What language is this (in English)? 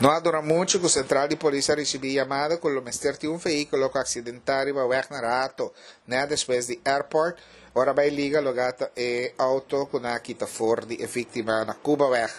Papiamento